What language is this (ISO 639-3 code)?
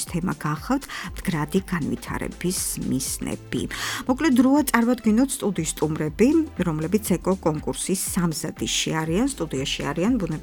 kat